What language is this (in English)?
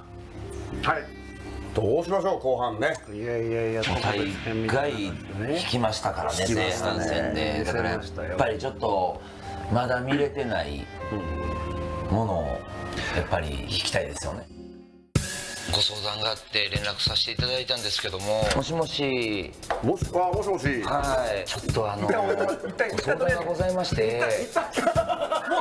Japanese